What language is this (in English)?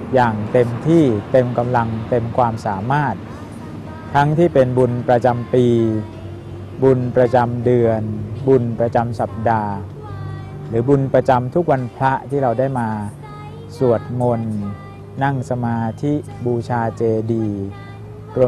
Thai